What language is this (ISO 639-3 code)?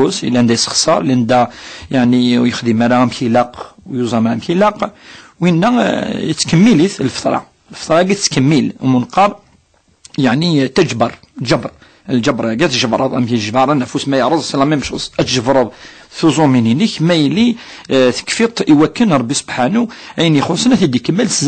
kab